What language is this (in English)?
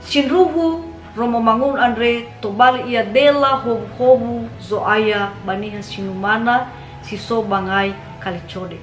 Nias